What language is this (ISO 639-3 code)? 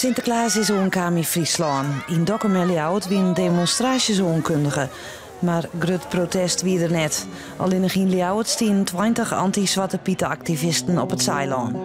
fry